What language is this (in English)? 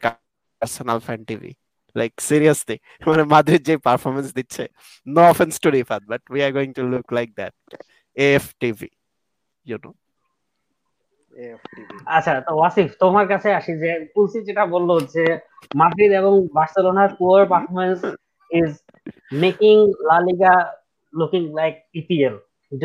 Bangla